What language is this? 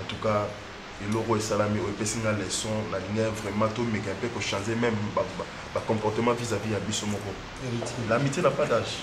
Lingala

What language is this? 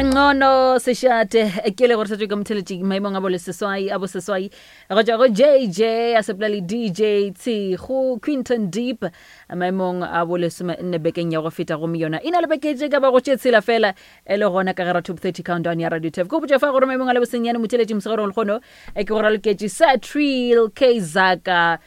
Northern Sotho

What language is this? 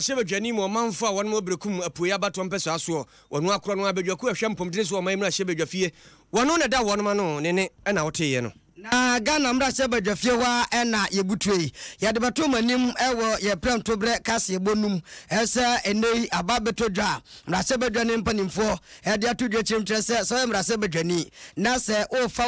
Akan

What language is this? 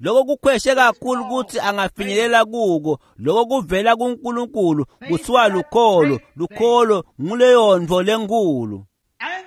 Swati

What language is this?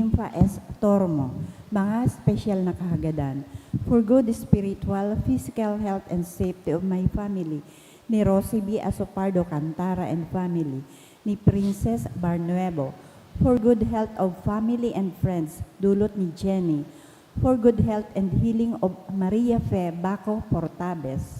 Bikol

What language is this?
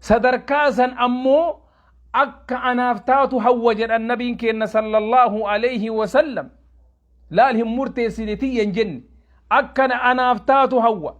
Oromo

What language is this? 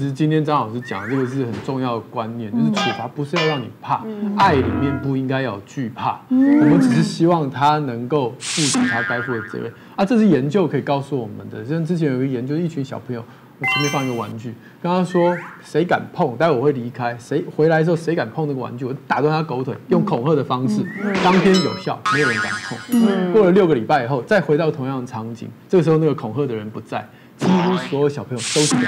Chinese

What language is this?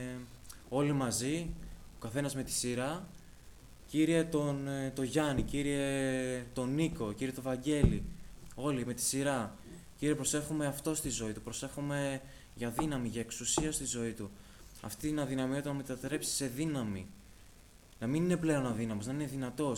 Greek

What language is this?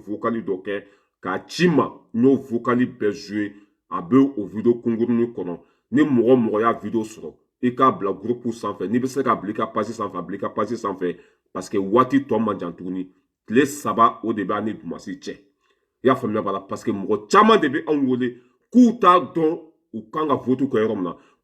Bambara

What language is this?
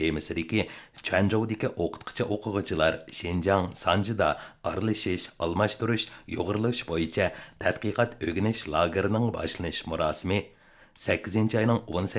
Uyghur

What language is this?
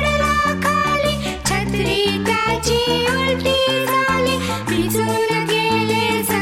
Marathi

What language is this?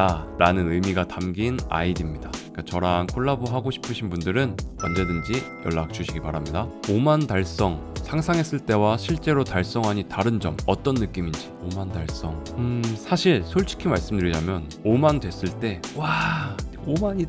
Korean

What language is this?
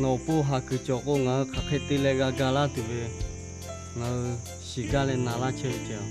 Lahu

